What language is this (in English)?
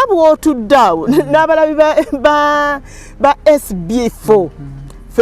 Ganda